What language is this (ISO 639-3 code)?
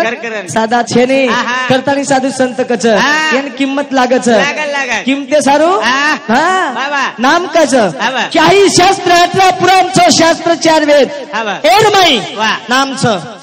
lmn